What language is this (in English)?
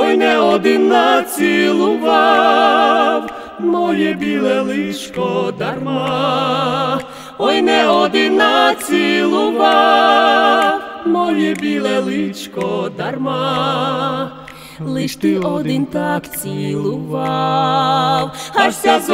Ukrainian